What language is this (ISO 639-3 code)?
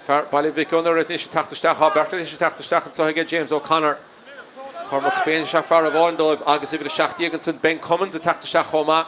gle